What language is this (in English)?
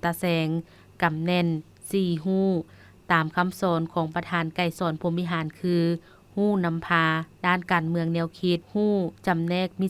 Lao